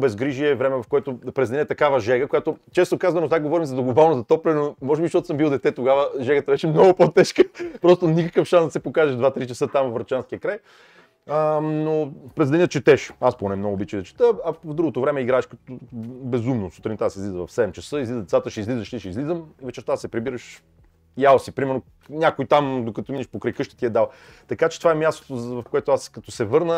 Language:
Bulgarian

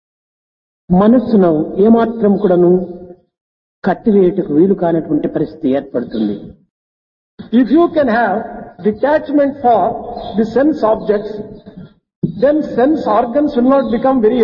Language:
Telugu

